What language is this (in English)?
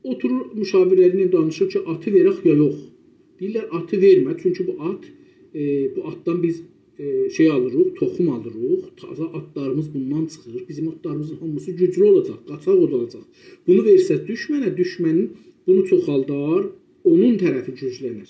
South Azerbaijani